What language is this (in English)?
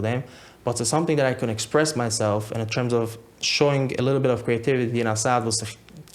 Yiddish